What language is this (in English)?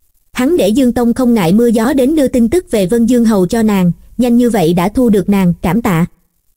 Vietnamese